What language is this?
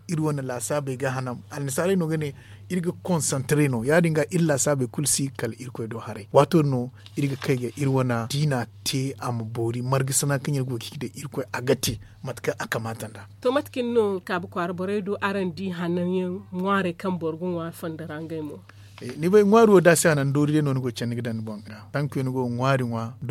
Zarma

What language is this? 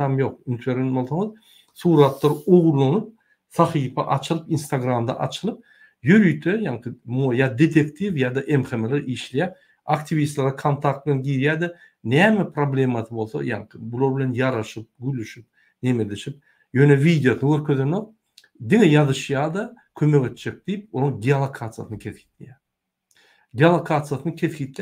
Turkmen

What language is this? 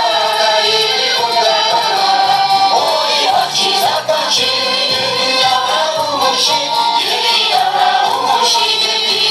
Chuvash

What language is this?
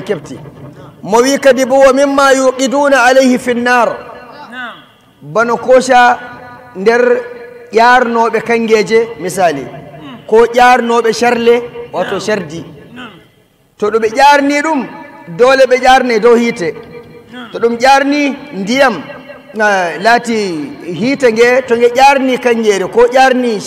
Nigerian Fulfulde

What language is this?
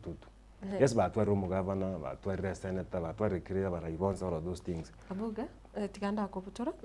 Gusii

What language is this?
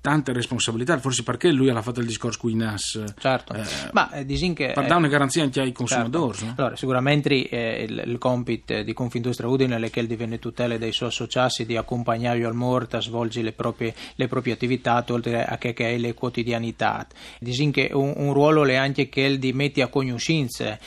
Friulian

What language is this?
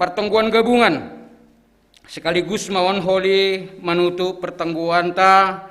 Batak Simalungun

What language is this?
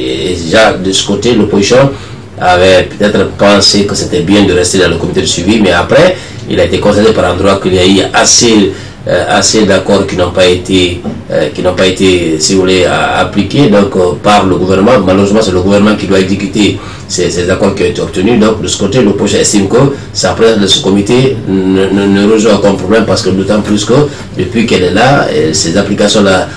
French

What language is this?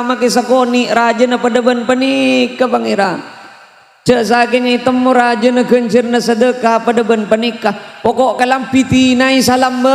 Madurese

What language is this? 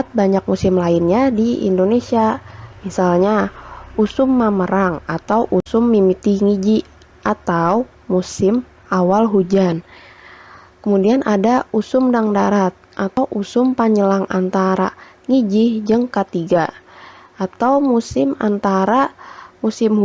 Sundanese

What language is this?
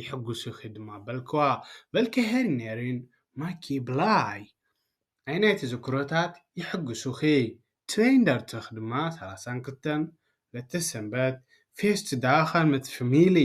Tigrinya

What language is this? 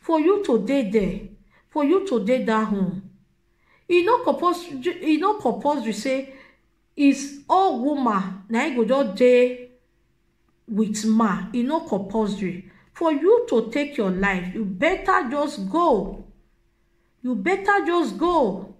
Nigerian Pidgin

